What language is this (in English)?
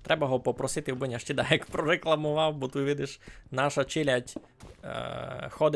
Rusyn